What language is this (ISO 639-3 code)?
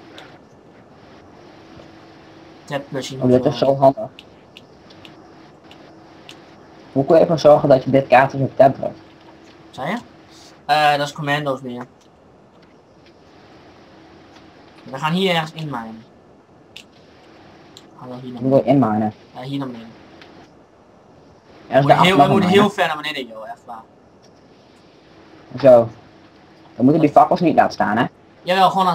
nld